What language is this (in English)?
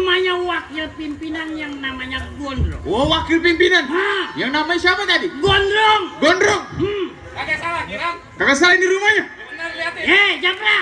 Betawi